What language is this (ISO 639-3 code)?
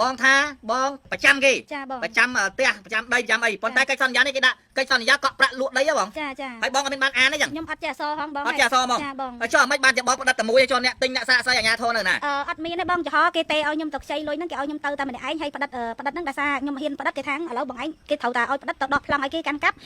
khm